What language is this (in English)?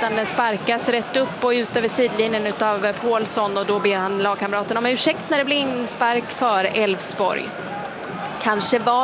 Swedish